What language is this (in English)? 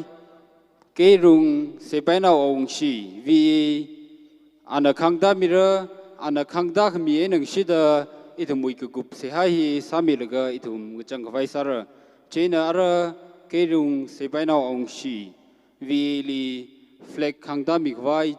Tangkhul Naga (India)